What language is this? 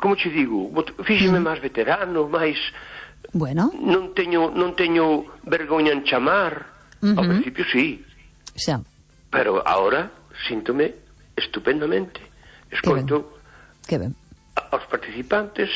Galician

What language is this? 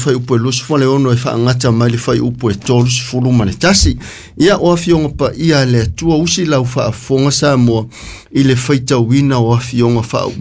Samoan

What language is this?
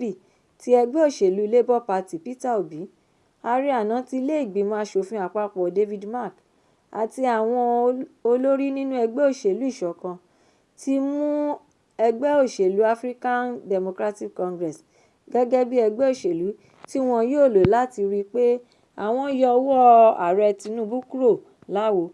Yoruba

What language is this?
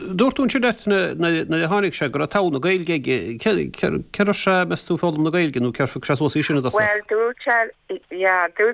Irish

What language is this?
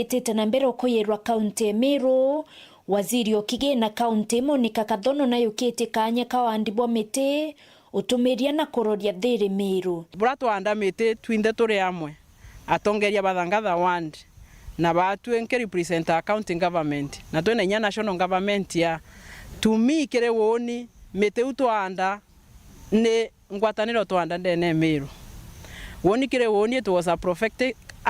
Meru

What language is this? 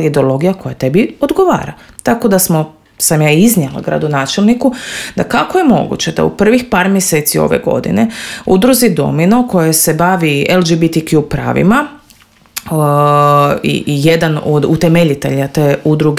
Croatian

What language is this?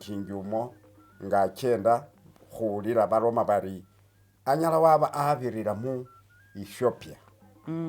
Masaaba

